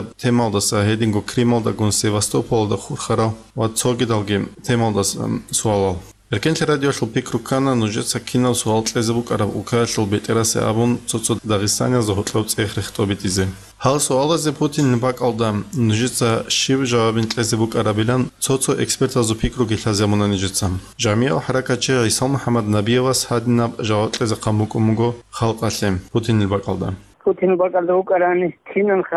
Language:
Avaric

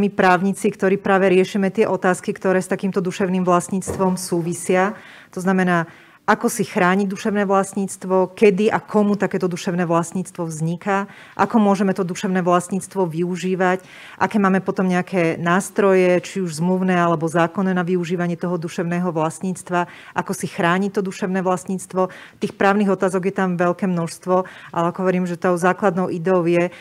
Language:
Slovak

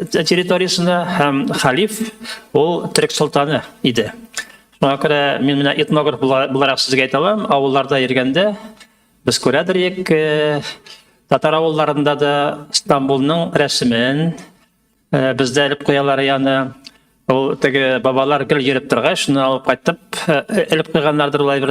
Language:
Tatar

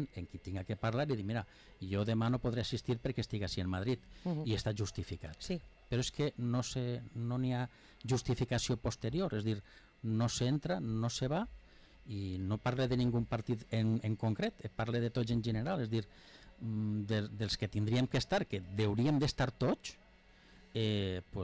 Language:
Catalan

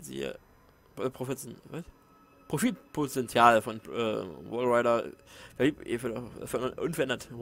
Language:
German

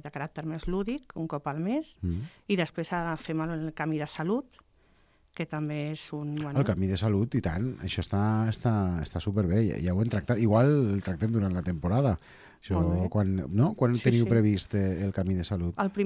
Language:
Catalan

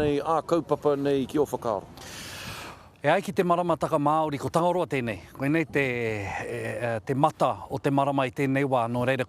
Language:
Māori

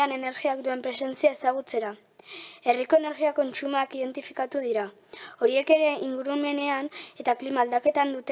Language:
Basque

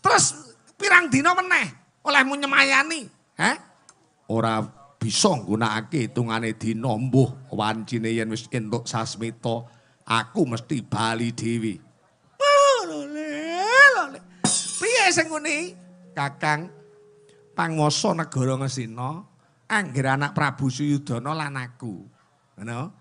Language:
Javanese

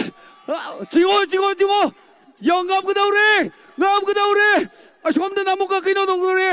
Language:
Tangkhul Naga (India)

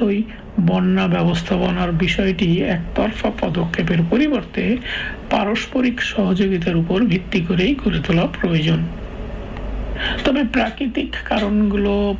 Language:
Bangla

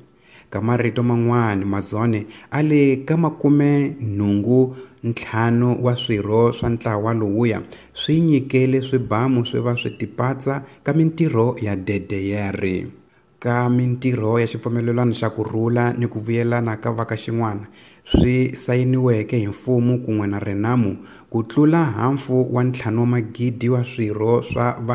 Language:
Tsonga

